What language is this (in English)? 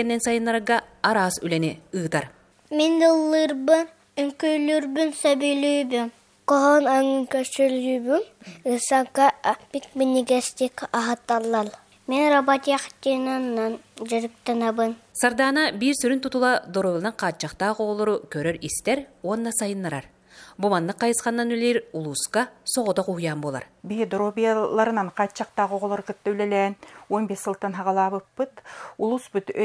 Yakut